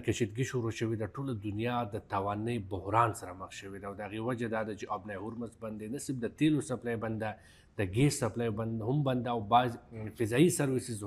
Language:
Pashto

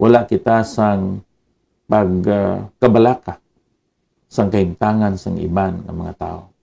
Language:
Hiligaynon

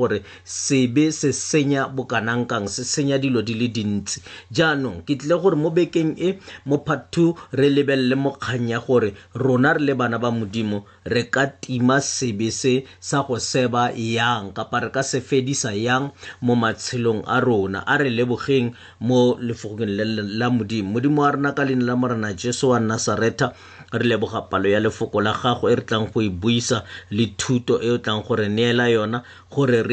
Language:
Tswana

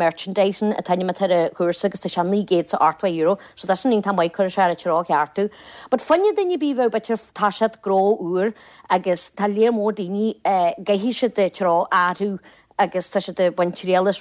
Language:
Irish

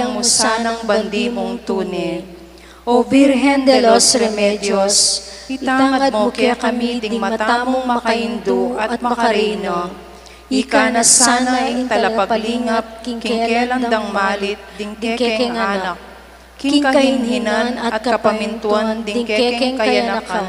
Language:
Pampanga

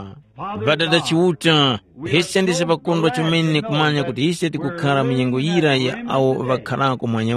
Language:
Tumbuka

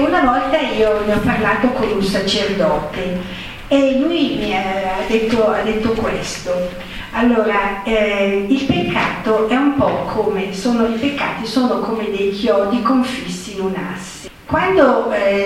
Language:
Italian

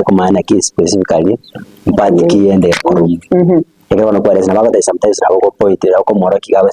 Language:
Gusii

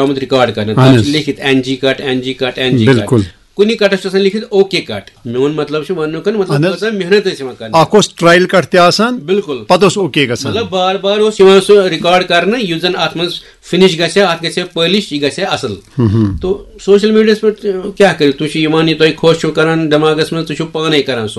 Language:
Kashmiri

